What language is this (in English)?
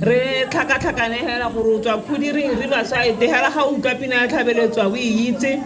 Tswana